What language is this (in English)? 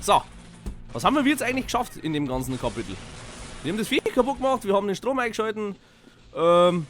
Bavarian